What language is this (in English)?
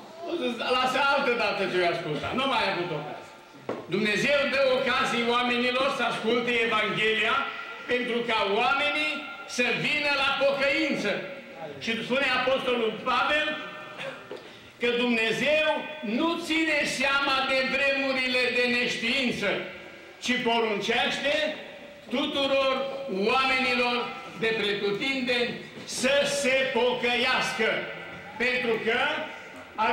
Romanian